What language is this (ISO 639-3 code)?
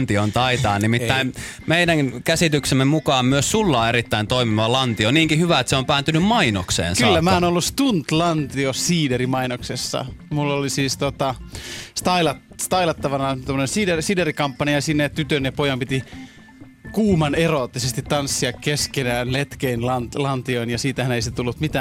fin